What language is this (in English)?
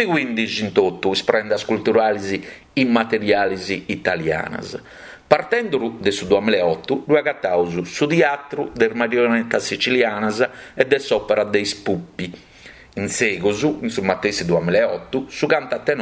Sardinian